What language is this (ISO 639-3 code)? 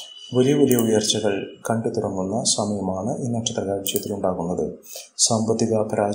mal